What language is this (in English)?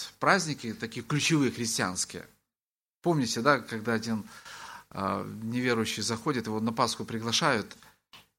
Russian